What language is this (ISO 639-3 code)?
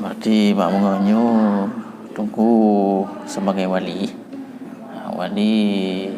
ace